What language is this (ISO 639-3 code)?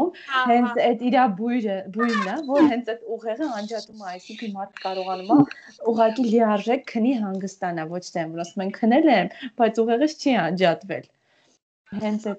hye